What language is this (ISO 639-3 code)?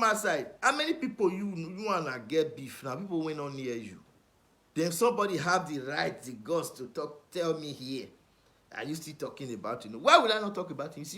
pcm